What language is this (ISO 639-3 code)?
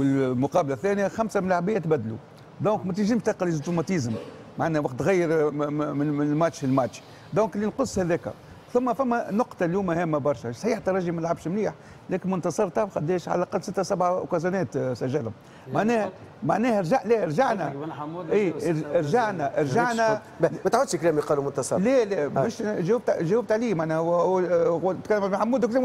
aeb